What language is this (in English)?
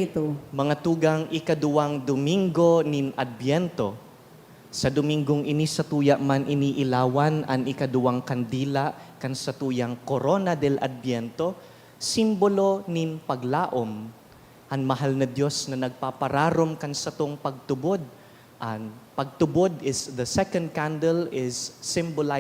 Bikol